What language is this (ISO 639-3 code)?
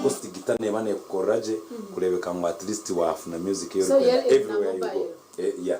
nyn